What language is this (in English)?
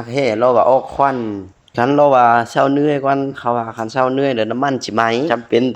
Northeastern Thai